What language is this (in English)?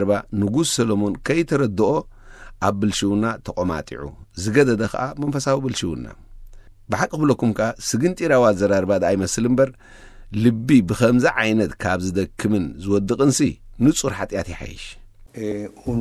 Tigrinya